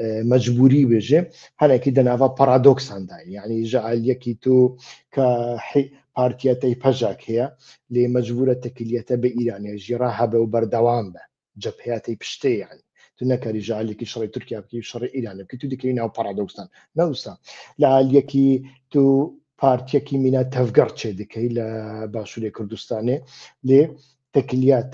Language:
Central Kurdish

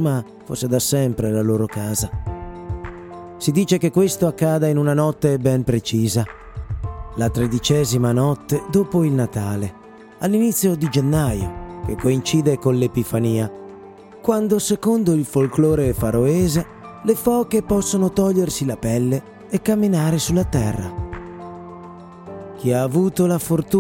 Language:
Italian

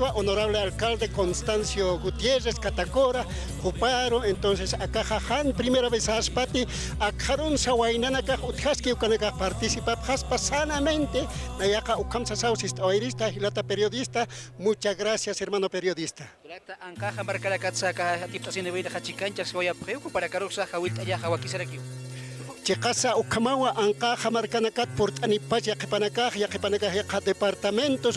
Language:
Aymara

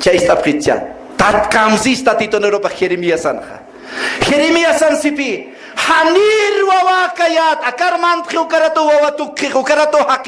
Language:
Aymara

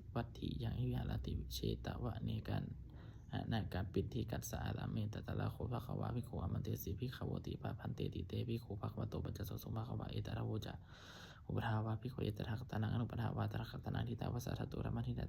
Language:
Pali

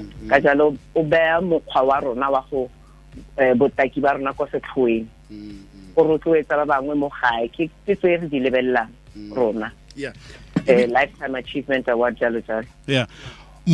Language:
Tswana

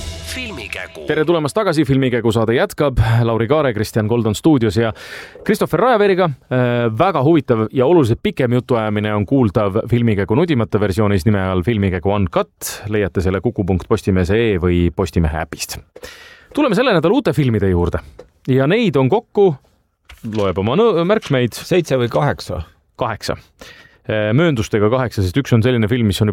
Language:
Estonian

